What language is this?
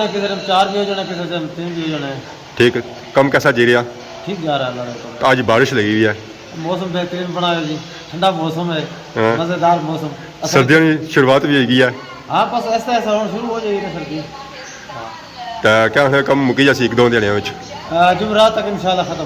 Pahari-Potwari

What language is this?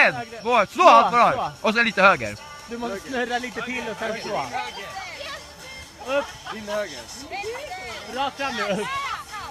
Swedish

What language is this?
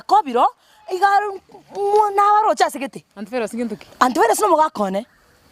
Gusii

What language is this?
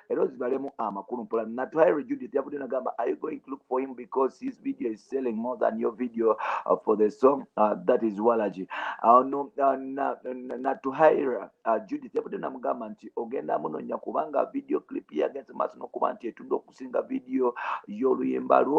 Ganda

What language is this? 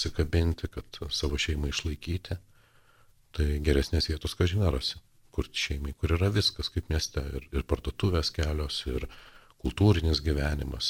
Lithuanian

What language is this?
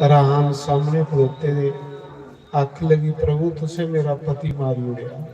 Dogri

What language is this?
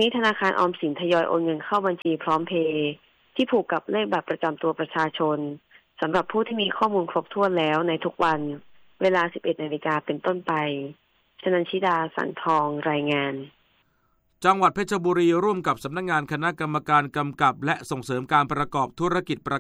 Thai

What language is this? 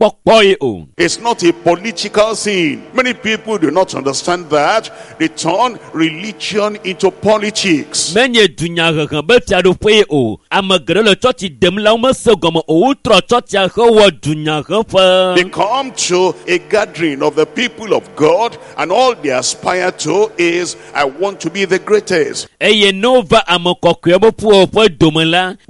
Ewe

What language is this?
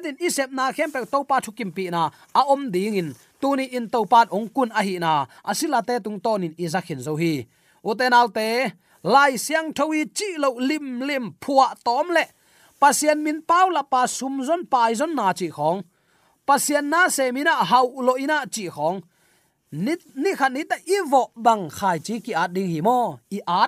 Tedim Chin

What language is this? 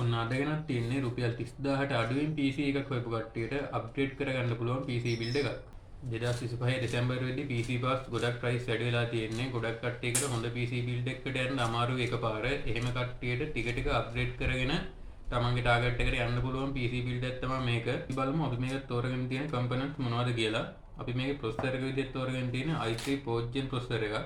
Sinhala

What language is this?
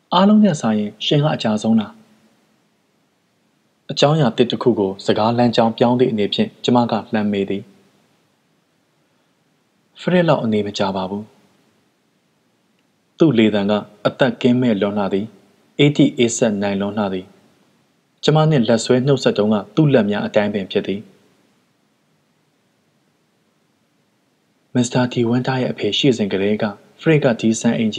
Burmese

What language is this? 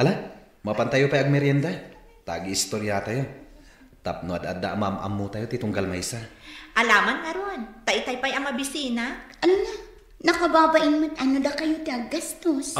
Iloko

